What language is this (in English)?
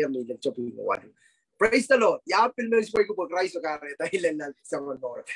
Pohnpeian